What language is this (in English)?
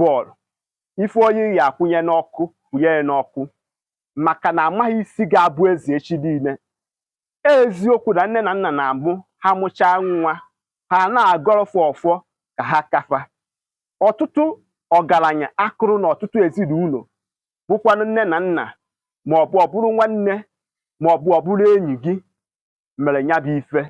Igbo